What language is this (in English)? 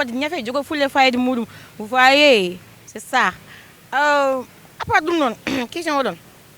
Fula